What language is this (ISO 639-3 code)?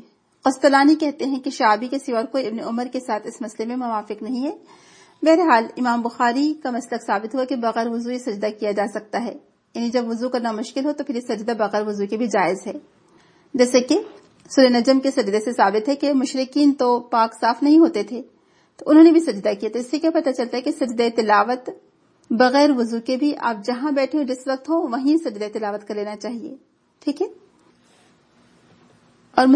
urd